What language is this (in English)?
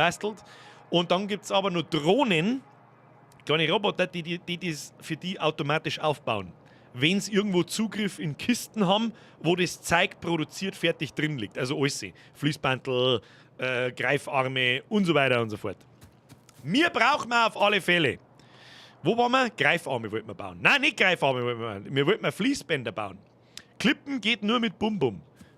Bavarian